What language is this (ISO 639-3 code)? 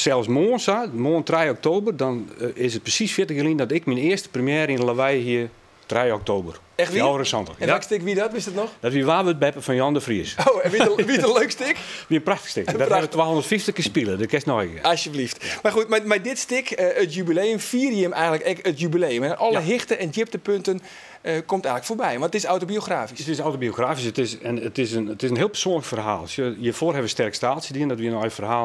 fry